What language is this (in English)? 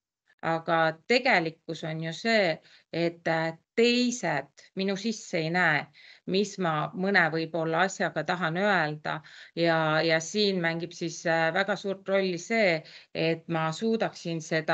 Estonian